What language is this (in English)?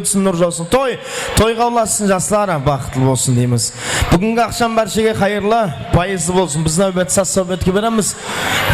Kara-Kalpak